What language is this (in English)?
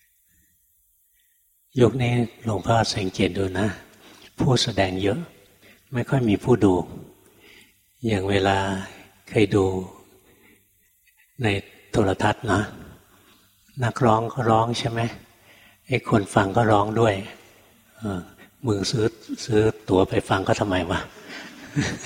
Thai